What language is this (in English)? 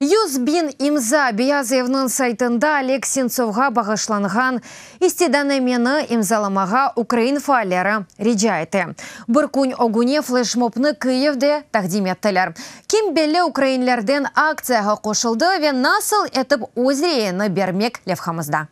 Crimean Tatar